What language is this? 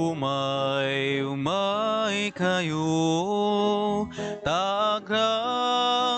Iloko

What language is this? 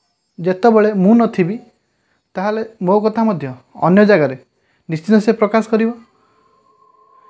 Odia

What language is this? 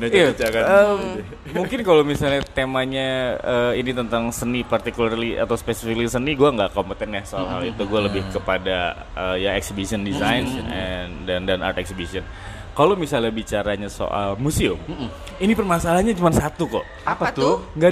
Indonesian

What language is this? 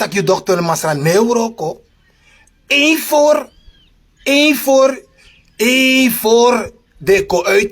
Sranan Tongo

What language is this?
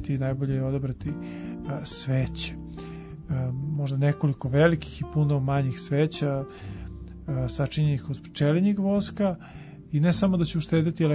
Serbian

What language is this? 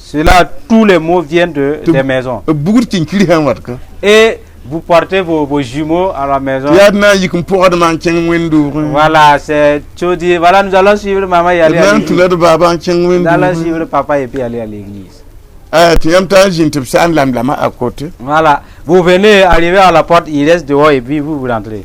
Mossi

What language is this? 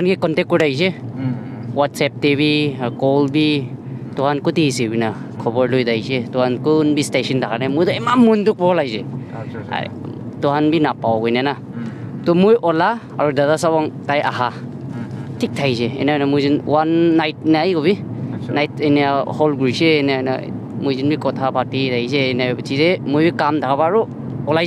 Naga Pidgin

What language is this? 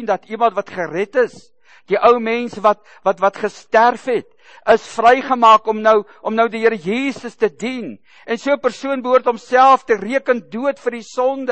Afrikaans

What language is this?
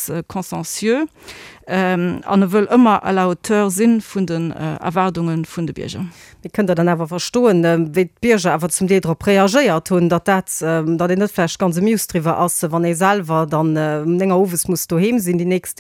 Luxembourgish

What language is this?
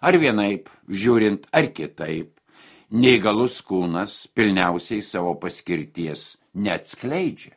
Lithuanian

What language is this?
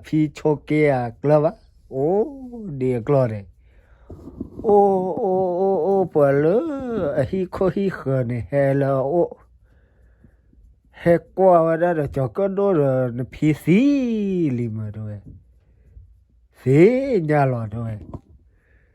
S'gaw Karen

